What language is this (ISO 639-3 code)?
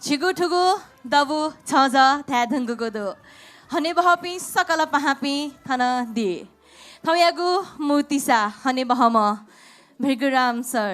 new